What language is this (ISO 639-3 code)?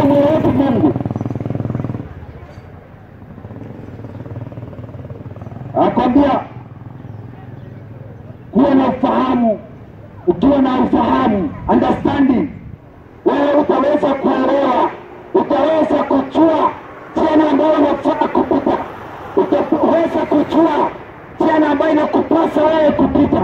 swa